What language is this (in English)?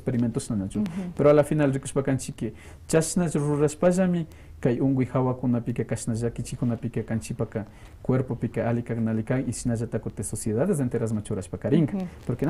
Quechua